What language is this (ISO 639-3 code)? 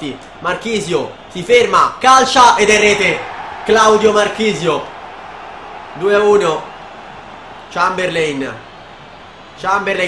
ita